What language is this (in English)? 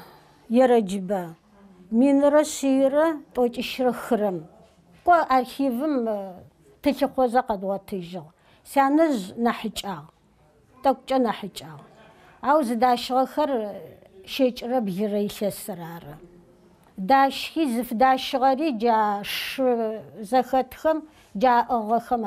Adyghe